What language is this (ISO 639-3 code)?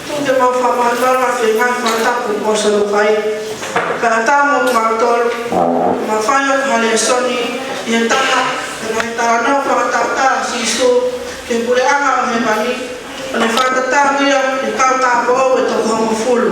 ton